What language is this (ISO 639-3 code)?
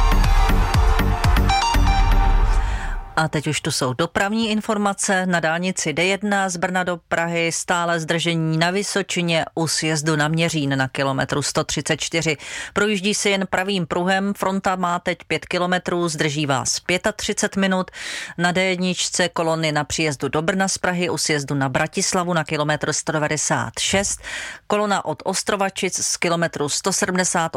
ces